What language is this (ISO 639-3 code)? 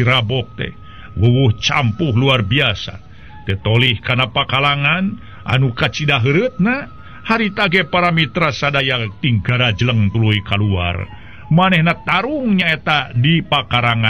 sun